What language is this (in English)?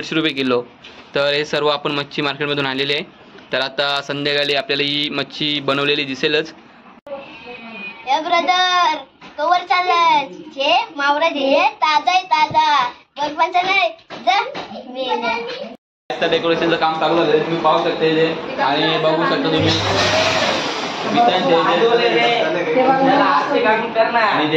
Marathi